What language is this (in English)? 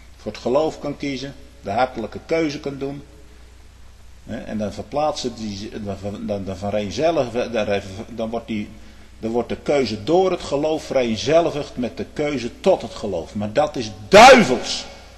Dutch